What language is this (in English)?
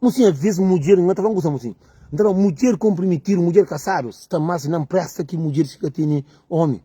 Kabuverdianu